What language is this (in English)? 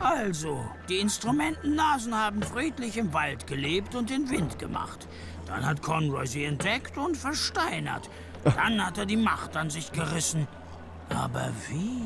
Swiss German